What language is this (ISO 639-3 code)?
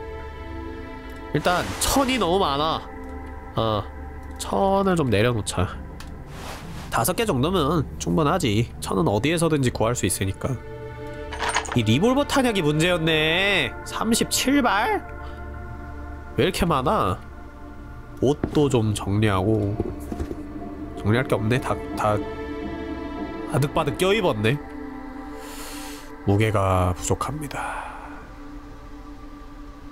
kor